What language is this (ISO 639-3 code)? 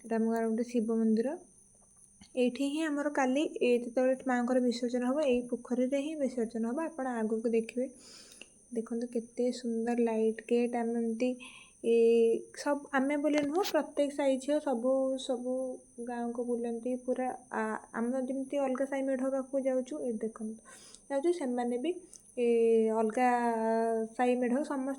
ori